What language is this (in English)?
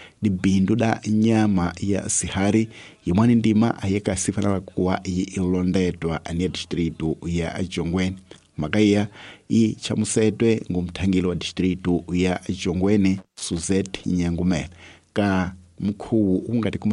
Tsonga